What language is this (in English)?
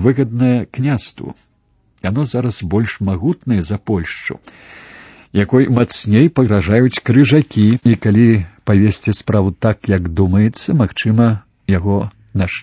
Belarusian